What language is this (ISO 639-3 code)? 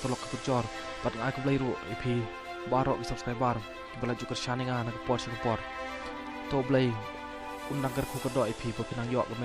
kha